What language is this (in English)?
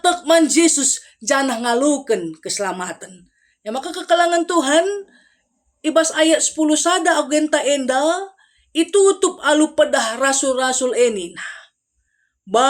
Batak Karo